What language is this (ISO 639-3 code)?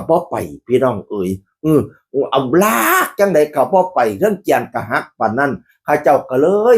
tts